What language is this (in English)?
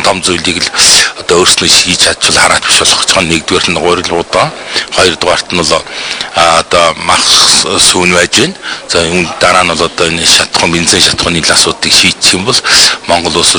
Mongolian